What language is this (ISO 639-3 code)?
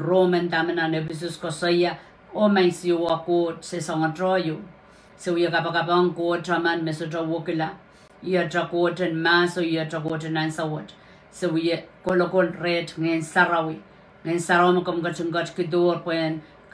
pon